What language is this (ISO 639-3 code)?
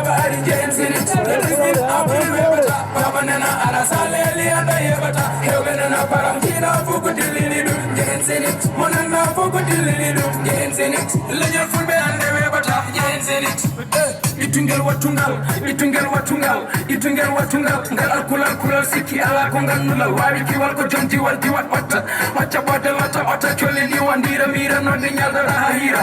ful